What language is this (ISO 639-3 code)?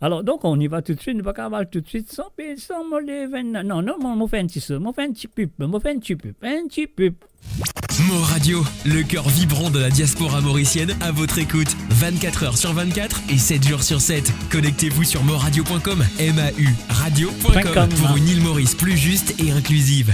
mfe